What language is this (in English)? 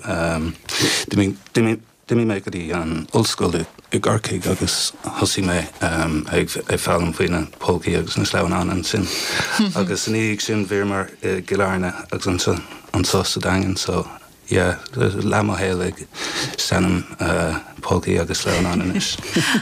Irish